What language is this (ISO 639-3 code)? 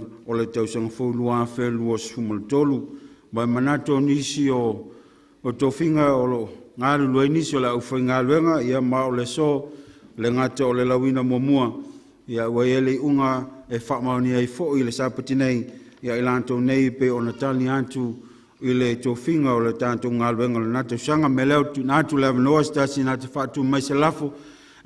smo